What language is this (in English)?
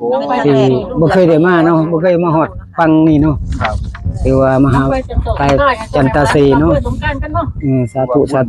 Northeastern Thai